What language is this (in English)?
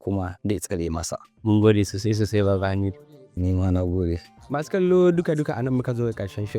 Hausa